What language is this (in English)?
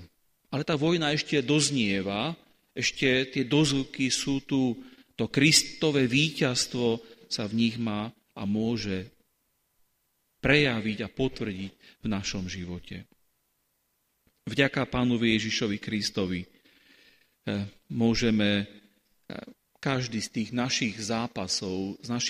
Slovak